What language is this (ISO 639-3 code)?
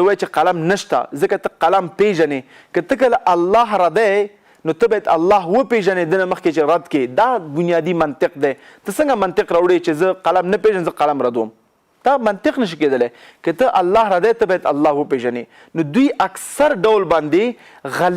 pus